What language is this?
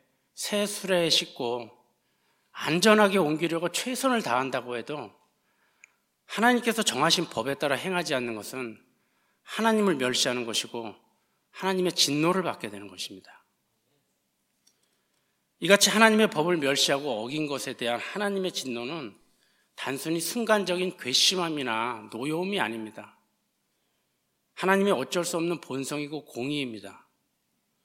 Korean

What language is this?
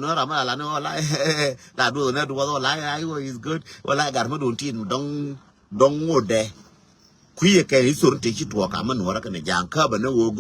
Nuer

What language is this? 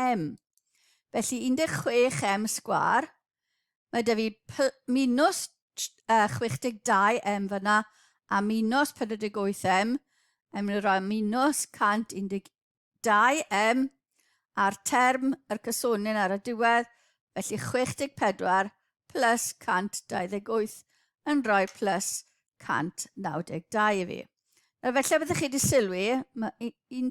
Welsh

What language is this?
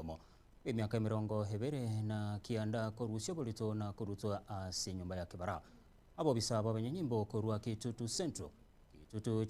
Gusii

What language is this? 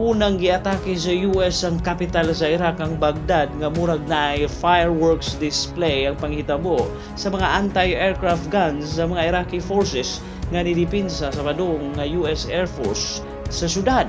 Cebuano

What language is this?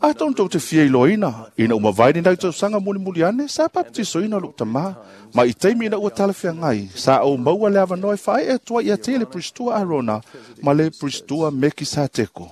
Samoan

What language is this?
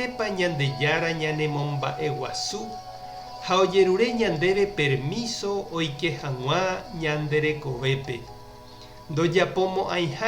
Guarani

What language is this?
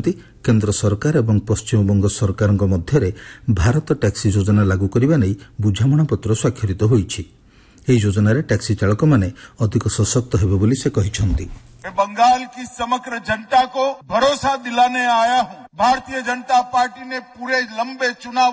Odia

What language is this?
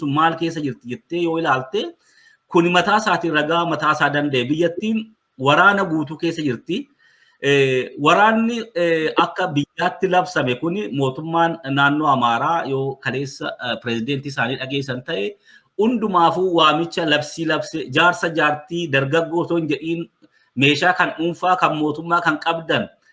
Oromo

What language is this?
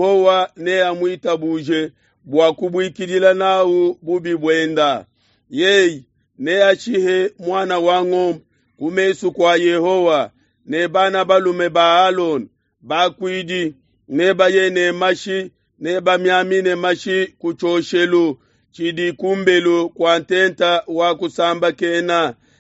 Luba-Lulua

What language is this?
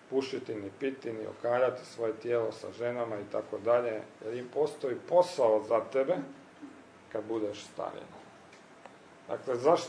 Croatian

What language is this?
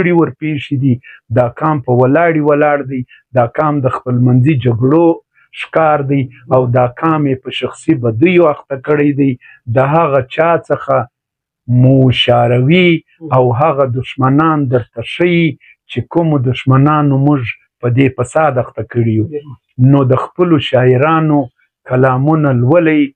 Pashto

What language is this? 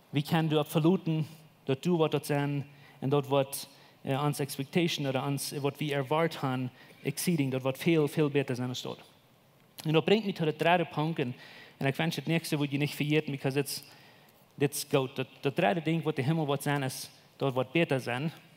Plautdietsch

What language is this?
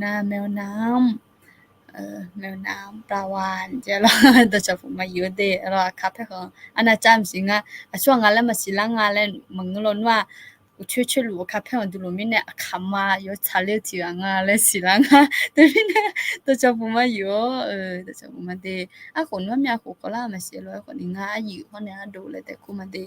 Akha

